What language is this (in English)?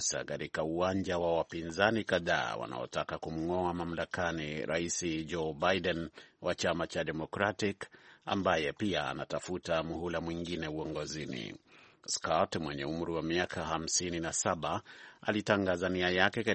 Swahili